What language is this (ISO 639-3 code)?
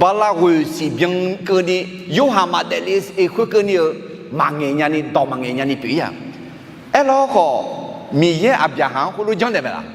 ahk